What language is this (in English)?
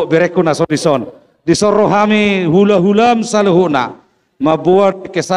Batak Toba